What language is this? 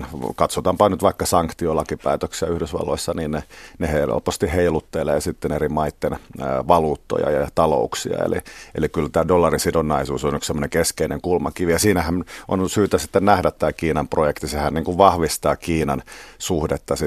Finnish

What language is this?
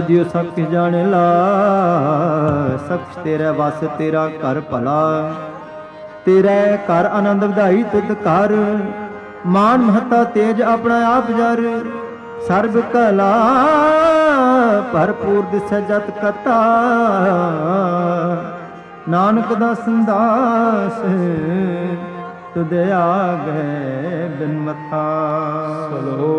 Punjabi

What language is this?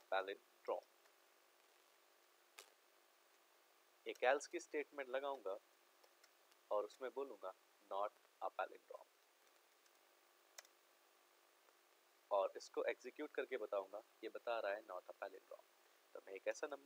Hindi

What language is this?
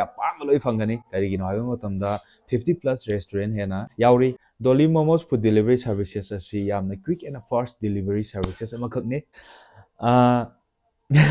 Manipuri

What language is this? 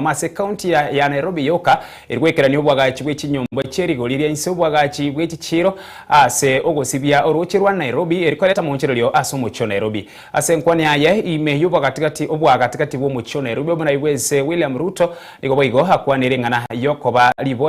Gusii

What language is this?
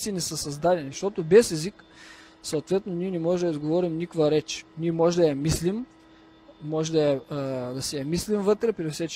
Bulgarian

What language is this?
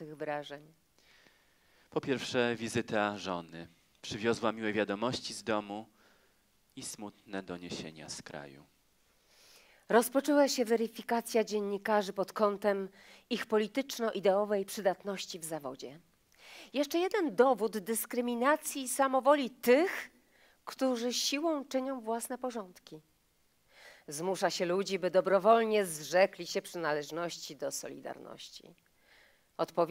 Polish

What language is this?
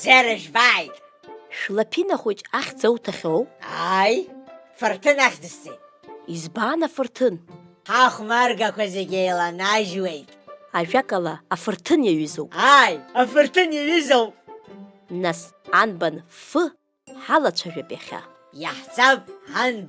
Abkhazian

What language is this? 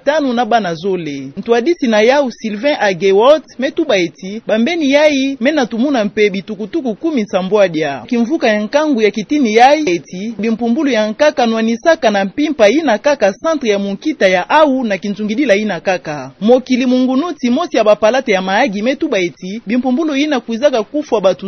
Kituba (Democratic Republic of Congo)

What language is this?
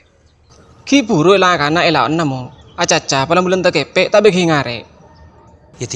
Madurese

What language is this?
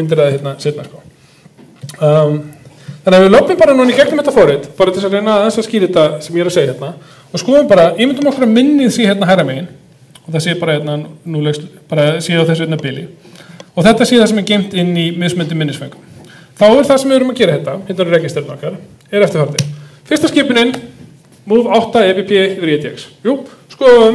Icelandic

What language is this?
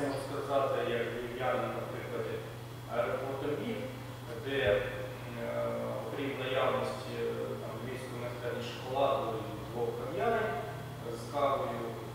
Ukrainian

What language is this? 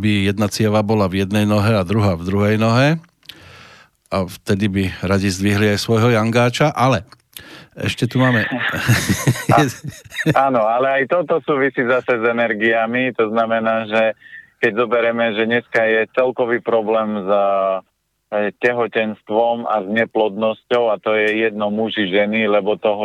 Slovak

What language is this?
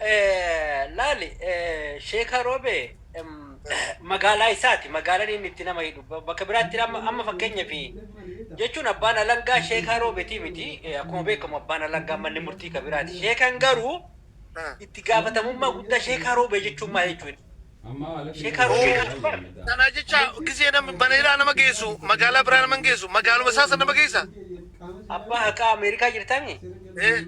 Oromo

